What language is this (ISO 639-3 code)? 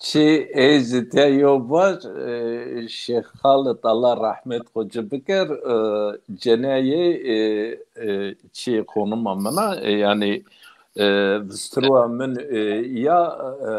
zza